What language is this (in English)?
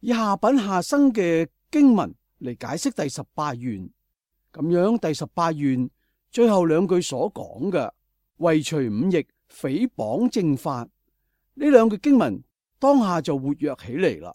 Cantonese